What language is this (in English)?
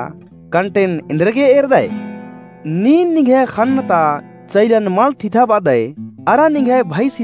Kurukh